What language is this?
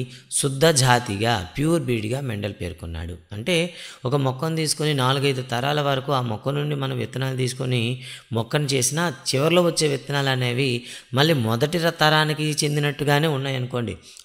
Telugu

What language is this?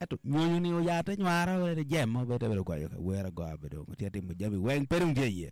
Acoli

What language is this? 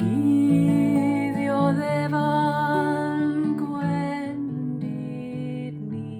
Welsh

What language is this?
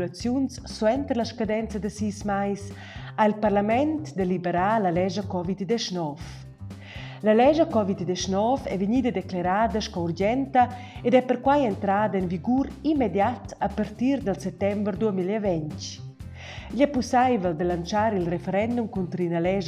Romansh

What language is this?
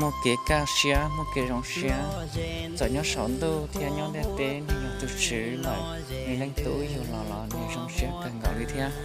Hmong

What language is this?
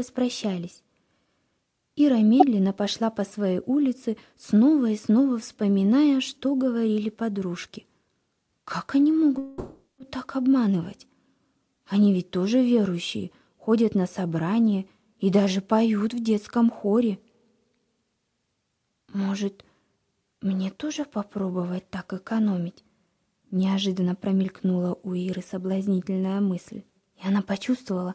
Russian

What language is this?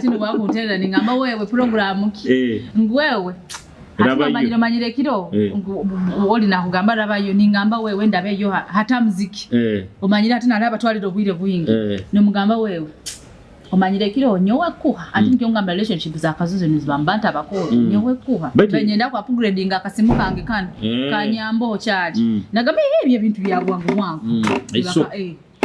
Nyoro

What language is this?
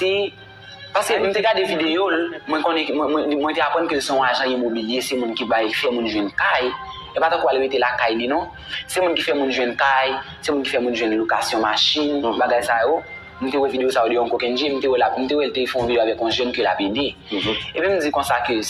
Haitian Creole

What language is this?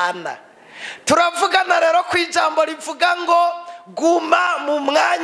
Rundi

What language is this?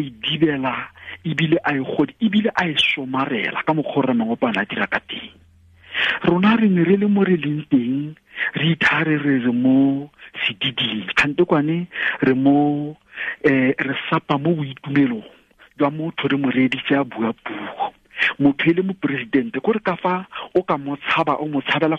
Tswana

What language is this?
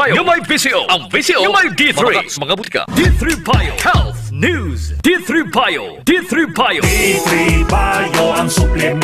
Hiligaynon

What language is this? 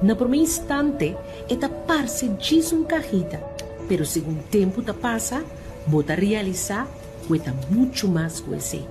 Papiamento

